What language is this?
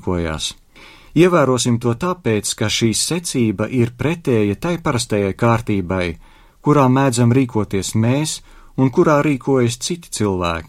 Latvian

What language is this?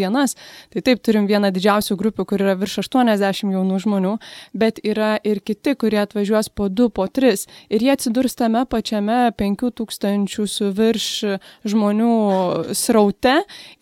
Lithuanian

